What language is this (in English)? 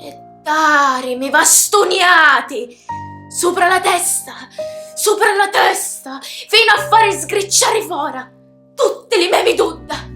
Sicilian